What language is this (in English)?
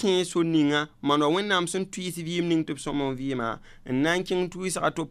Mossi